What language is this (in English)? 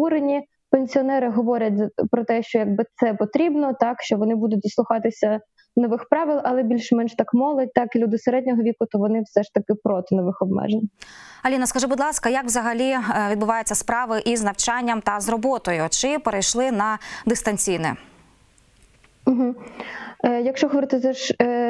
Ukrainian